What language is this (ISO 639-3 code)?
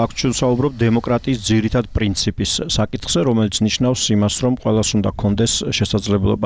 kat